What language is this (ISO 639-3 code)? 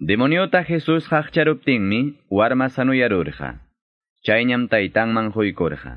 quy